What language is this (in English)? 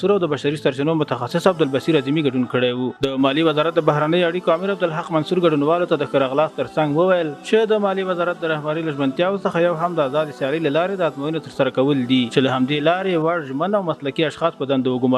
Pashto